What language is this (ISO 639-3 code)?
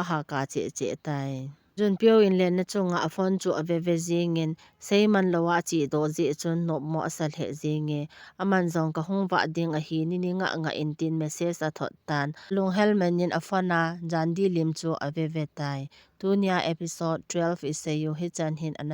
tcz